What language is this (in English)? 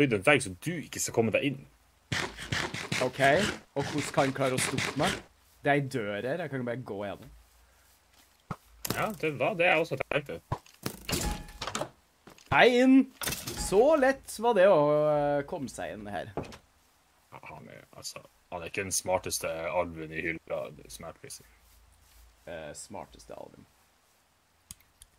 Norwegian